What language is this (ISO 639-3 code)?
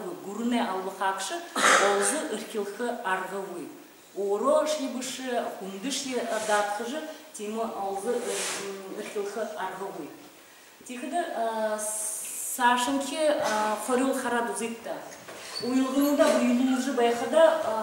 bua